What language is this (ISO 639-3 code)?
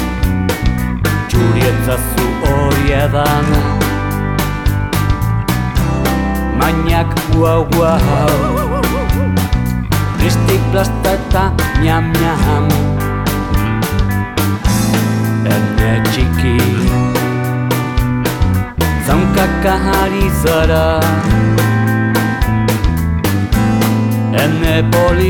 eus